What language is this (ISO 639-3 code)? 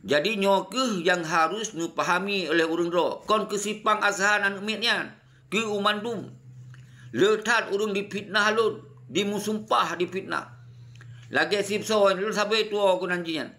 ace